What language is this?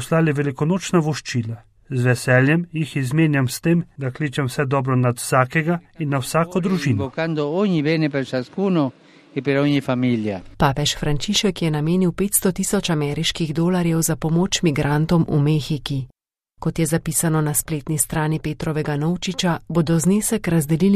Slovenian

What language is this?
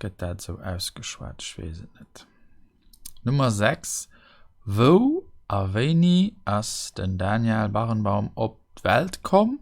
Luxembourgish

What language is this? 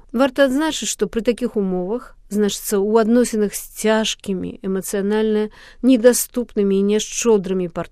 Belarusian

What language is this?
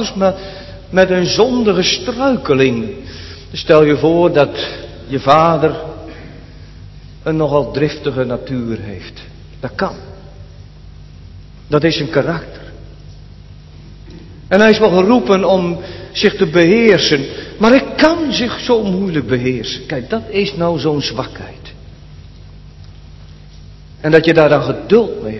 Dutch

